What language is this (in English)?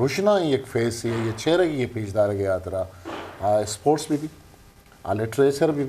Eastern Balochi